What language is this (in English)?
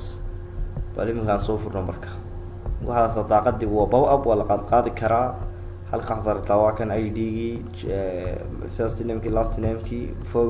Somali